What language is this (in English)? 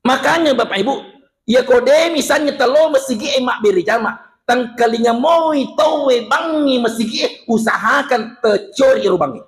Buginese